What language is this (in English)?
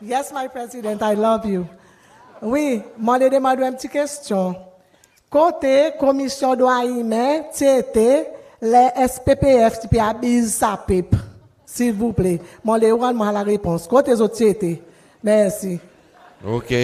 Seselwa Creole French